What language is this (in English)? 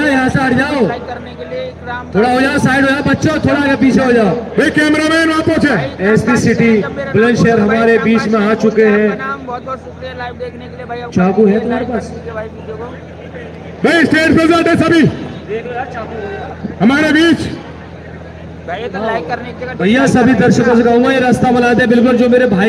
Hindi